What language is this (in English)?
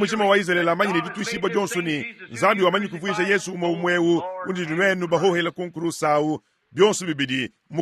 Luba-Lulua